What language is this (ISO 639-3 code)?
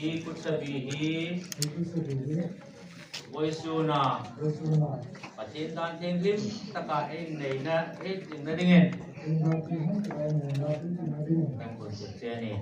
hmr